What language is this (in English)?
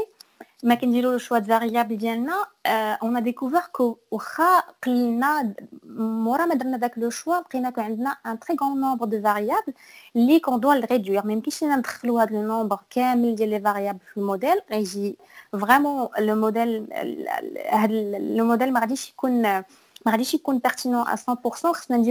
Moroccan Arabic